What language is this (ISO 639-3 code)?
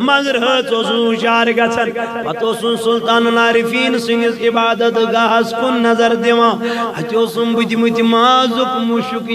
kas